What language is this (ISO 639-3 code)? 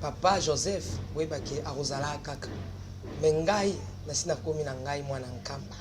lin